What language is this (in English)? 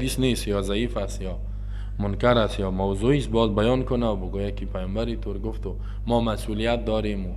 Persian